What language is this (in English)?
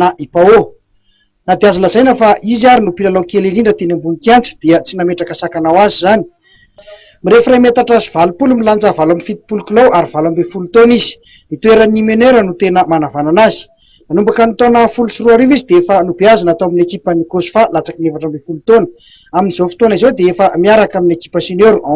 Malagasy